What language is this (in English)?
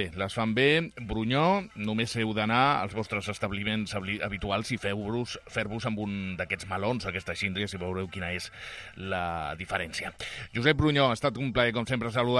Catalan